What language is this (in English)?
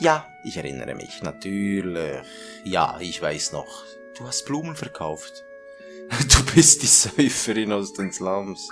Swiss German